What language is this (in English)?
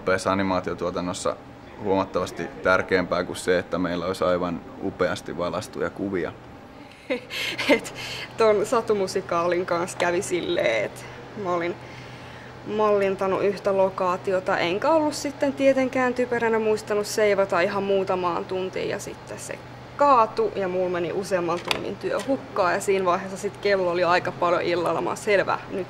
Finnish